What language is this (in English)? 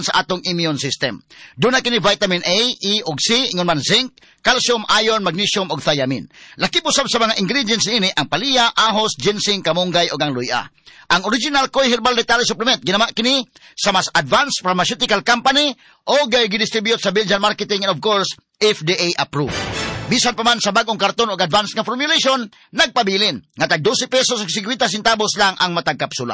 Cebuano